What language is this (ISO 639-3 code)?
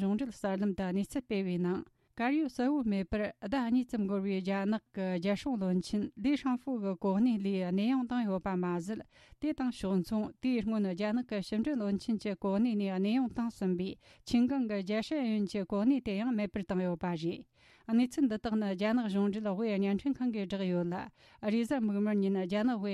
bod